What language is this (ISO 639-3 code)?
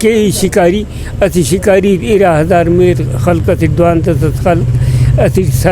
brh